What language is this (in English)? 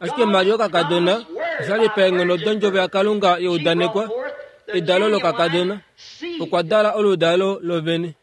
Kuanyama